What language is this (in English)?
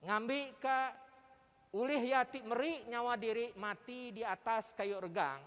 Iban